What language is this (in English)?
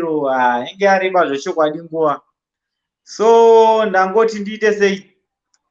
Shona